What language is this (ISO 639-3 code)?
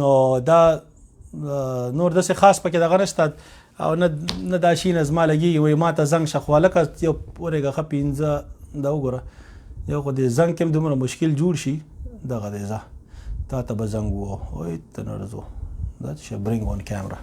pus